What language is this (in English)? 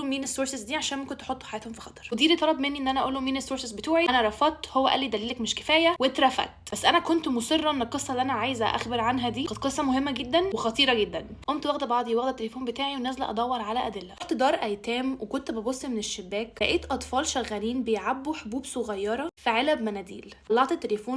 Egyptian Arabic